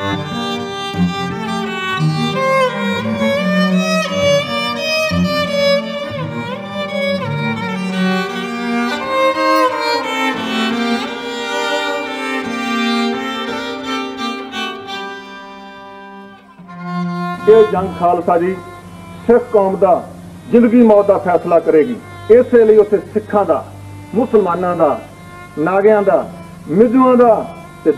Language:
Punjabi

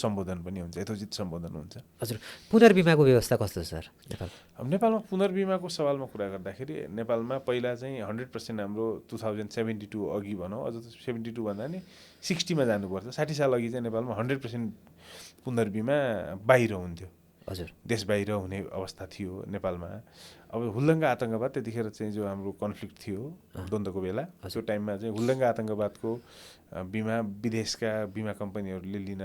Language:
Nepali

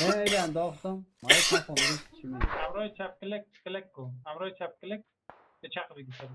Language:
Persian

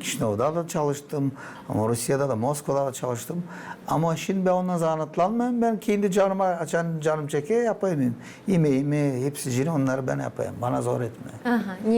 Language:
Gagauz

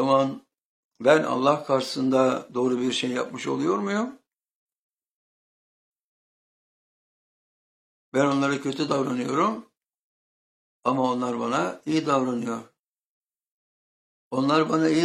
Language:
Turkish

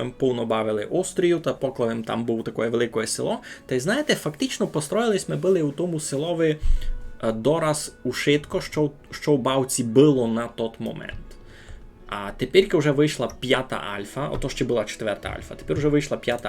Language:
Rusyn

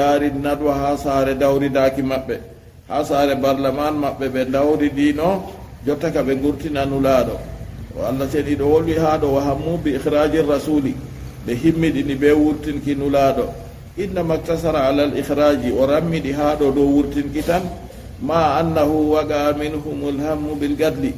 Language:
Fula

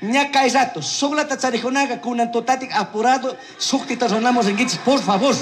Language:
Chimborazo Highland Quichua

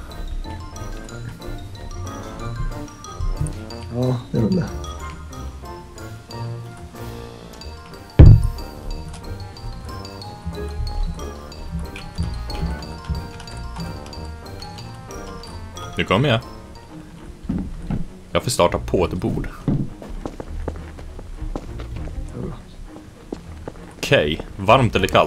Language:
Swedish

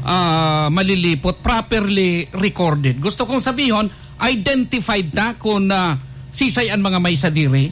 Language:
Bikol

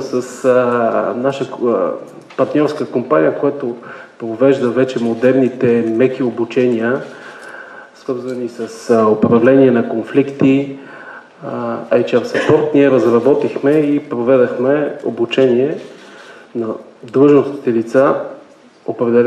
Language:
Bulgarian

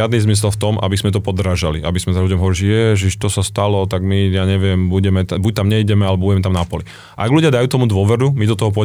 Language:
Slovak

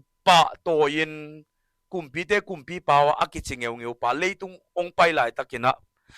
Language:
Tedim Chin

